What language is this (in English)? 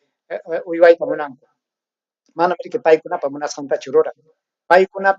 Ayacucho Quechua